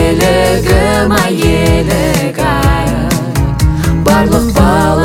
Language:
Kazakh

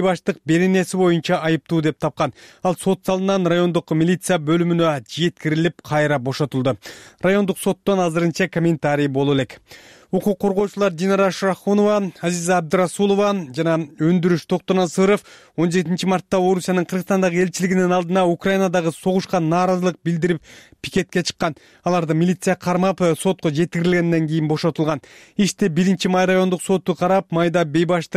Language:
Kyrgyz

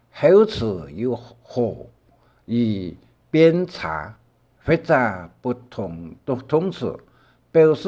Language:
Hakka Chinese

